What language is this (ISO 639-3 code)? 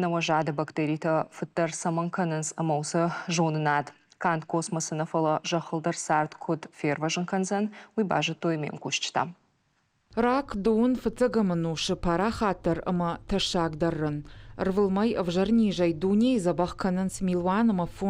oss